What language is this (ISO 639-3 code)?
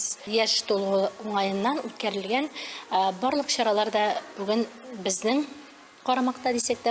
tat